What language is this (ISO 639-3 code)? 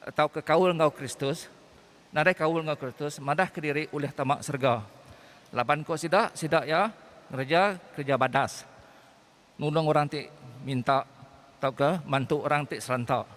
iba